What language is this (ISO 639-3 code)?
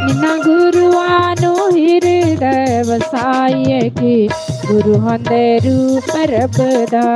doi